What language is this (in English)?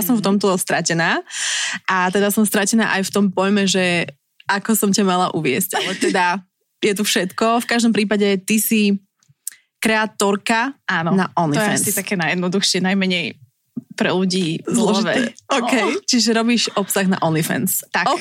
Slovak